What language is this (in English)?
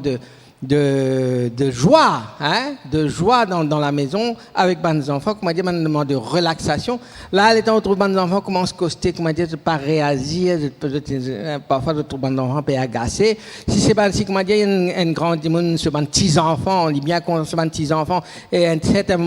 Morisyen